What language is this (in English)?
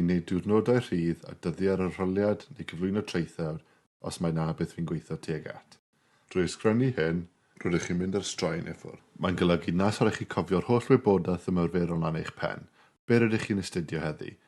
Welsh